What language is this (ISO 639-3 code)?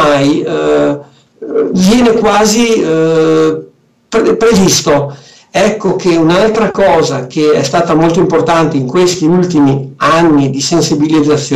ita